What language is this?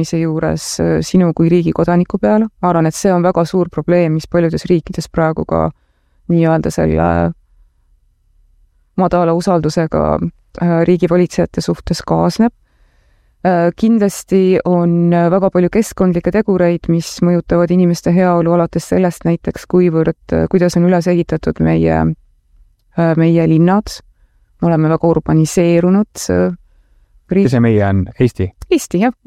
Estonian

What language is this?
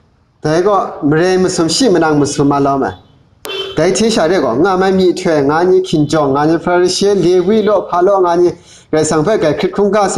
Kachin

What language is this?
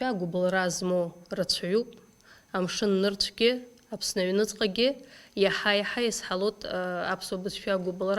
Abkhazian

